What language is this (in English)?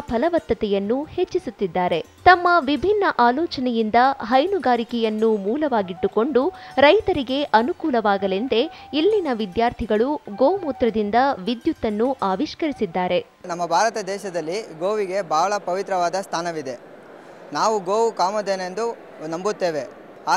Kannada